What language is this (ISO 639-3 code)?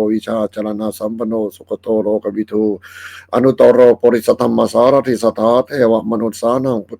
pli